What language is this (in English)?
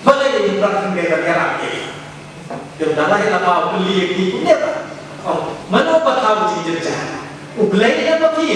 Khasi